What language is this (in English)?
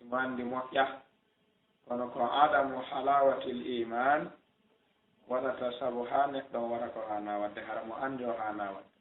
Fula